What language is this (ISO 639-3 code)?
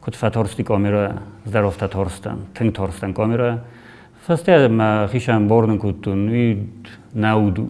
oss